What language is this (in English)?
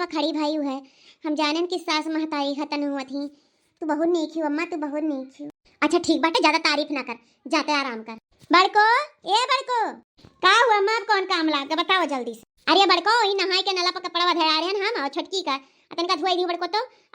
Awadhi